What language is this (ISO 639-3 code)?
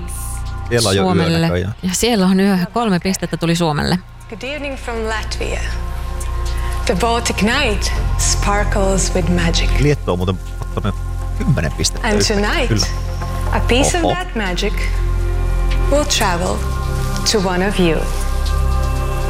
fin